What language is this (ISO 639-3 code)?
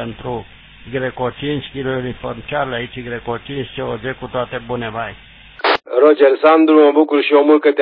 ron